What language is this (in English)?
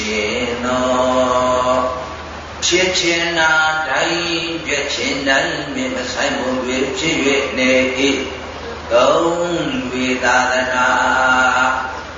Burmese